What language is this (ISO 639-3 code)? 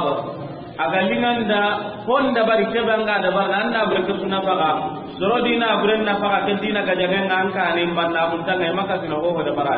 snk